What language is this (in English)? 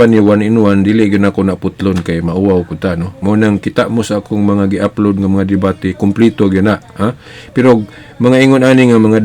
Cebuano